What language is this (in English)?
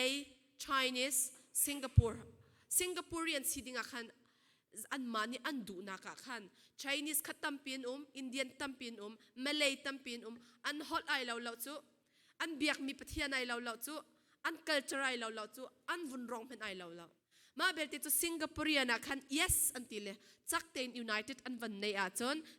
Falam Chin